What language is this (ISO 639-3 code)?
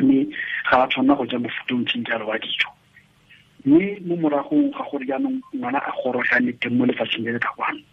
tsn